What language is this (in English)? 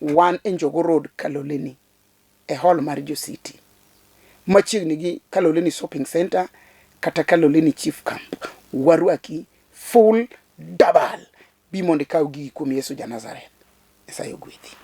Luo (Kenya and Tanzania)